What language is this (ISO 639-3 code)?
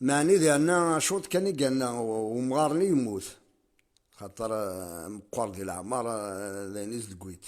kab